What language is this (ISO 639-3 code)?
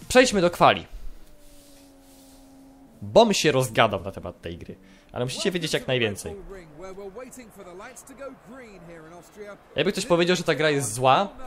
pol